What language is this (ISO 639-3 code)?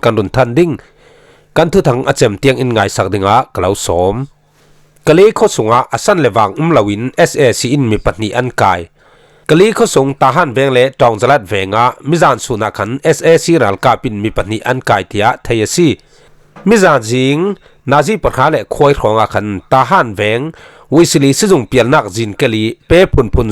cfm